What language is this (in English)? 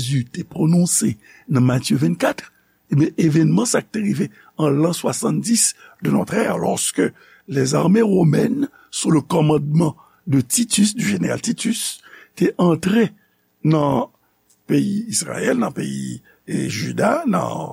Haitian Creole